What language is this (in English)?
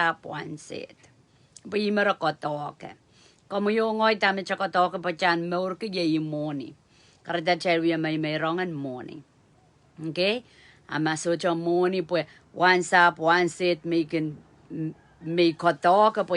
Pohnpeian